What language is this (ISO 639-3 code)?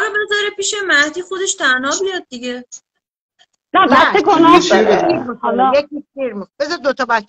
fas